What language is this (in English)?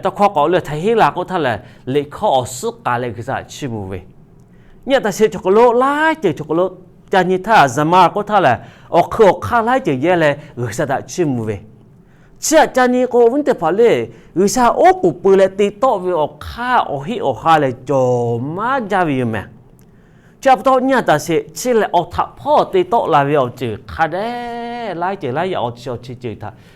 Lahu